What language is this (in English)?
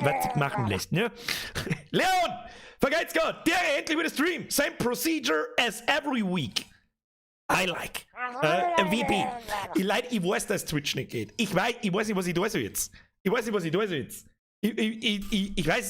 Bavarian